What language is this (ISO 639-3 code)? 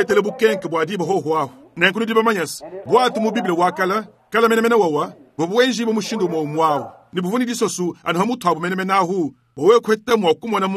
lua